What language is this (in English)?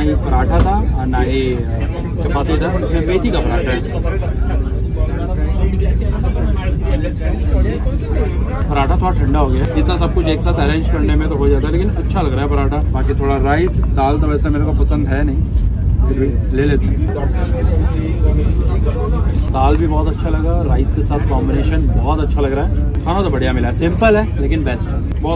Hindi